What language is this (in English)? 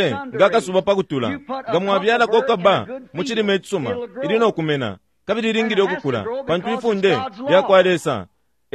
Bemba